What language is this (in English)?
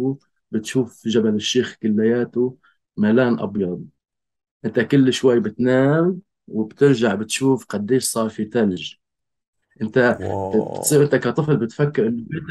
North Levantine Arabic